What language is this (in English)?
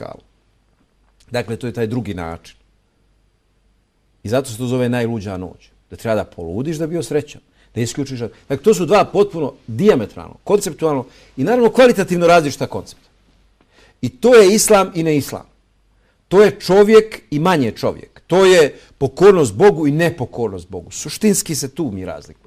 Bosnian